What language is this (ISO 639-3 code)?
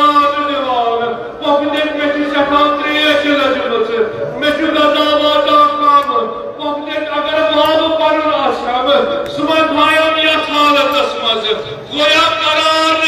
kas